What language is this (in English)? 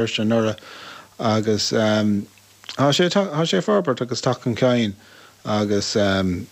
Irish